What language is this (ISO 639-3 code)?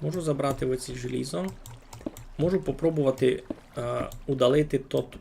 rue